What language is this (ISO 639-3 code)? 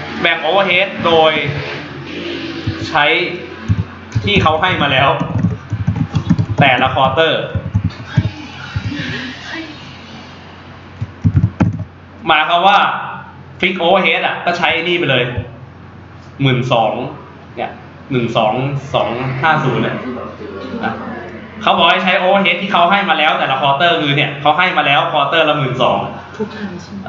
tha